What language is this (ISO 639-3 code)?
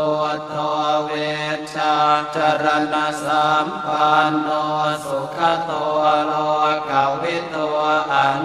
pli